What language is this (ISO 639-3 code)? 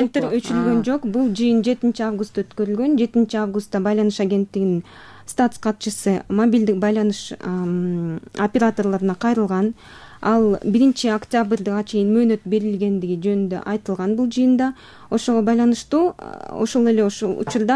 kir